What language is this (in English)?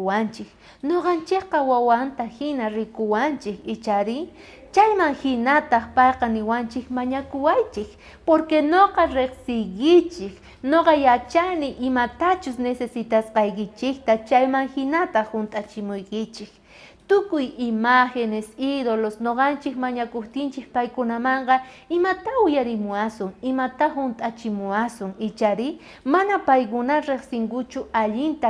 South Bolivian Quechua